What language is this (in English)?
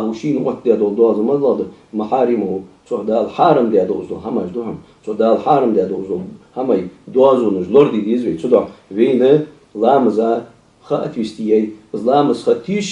Ingush